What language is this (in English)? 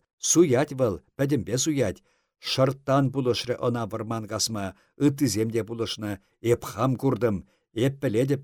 Chuvash